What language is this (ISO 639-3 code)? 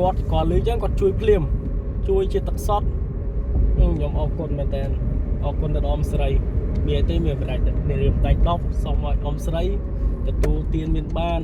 khm